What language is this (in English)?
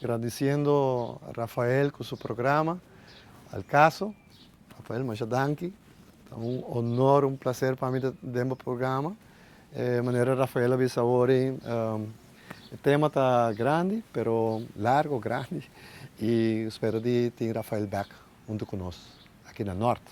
Papiamento